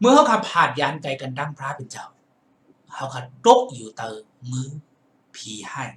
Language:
Shan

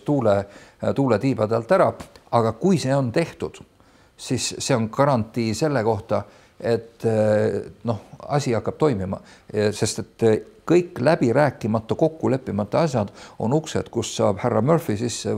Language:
Estonian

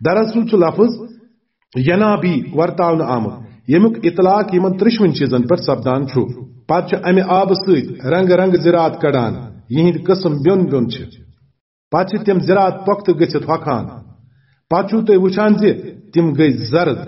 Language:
Kashmiri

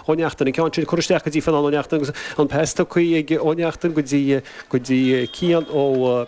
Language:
Irish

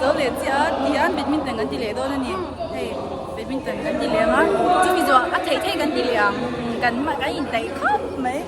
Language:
Mizo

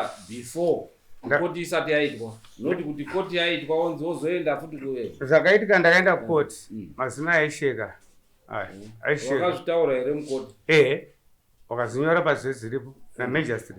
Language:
Shona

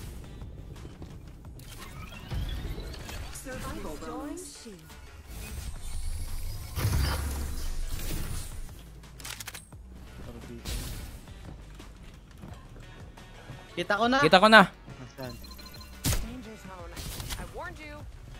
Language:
Filipino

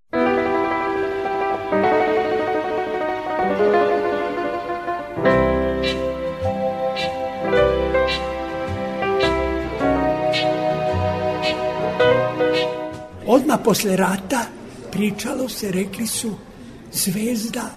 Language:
Serbian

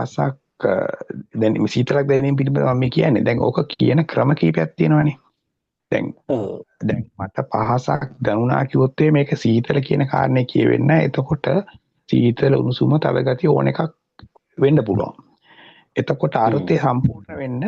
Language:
Sinhala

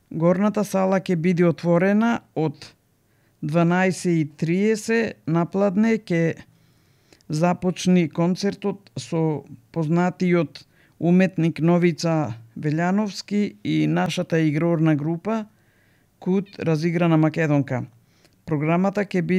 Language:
Macedonian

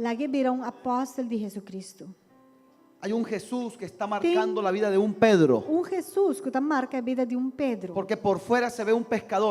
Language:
Papiamento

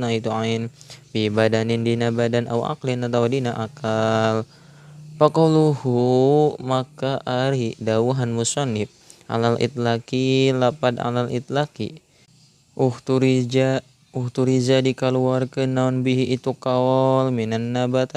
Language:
Sundanese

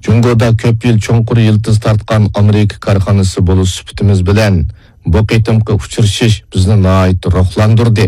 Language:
Uyghur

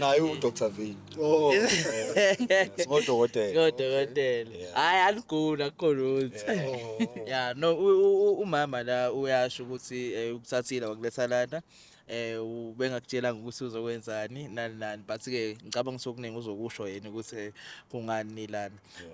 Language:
Zulu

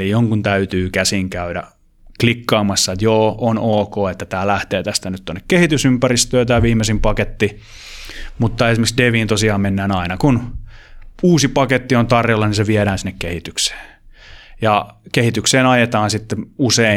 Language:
Finnish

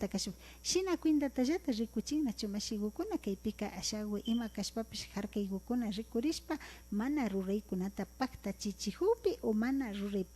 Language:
Imbabura Highland Quichua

